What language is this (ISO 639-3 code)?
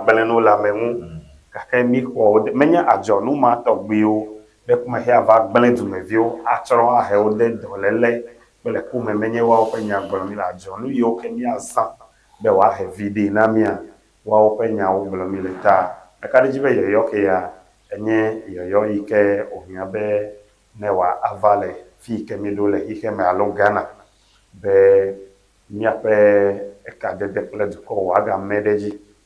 ewe